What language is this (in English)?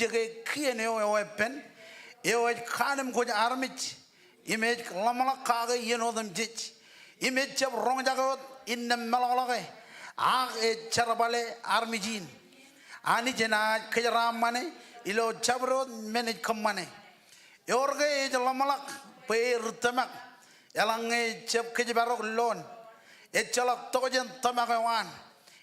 Marshallese